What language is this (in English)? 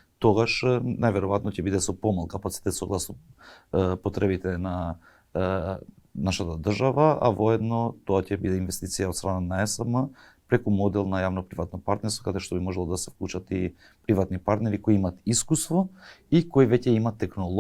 Macedonian